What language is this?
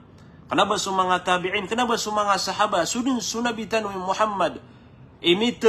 Maranao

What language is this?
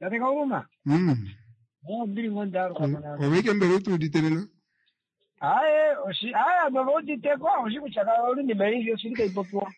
Kuanyama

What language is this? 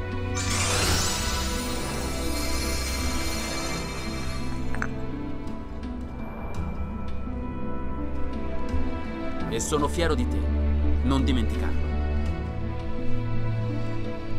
Italian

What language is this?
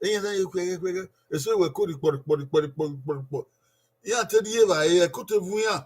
Bini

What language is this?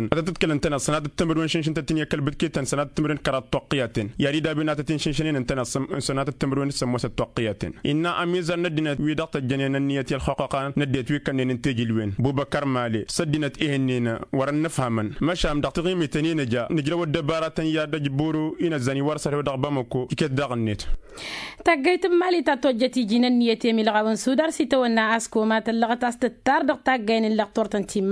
Tamasheq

